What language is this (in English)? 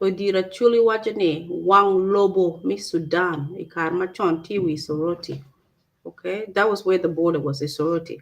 Acoli